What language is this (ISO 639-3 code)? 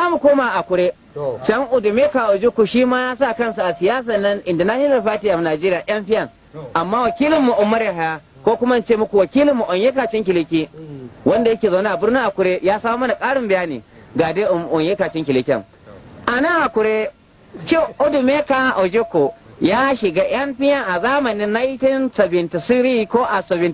hau